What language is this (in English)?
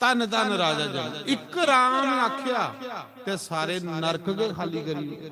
Dogri